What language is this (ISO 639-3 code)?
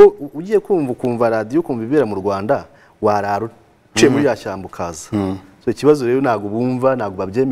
kin